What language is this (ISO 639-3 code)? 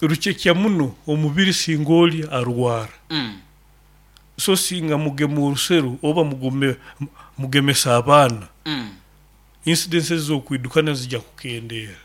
nyo